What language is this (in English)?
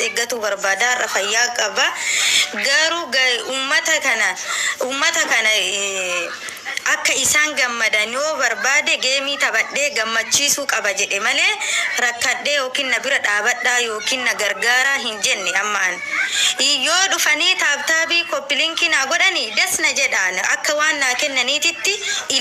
Oromo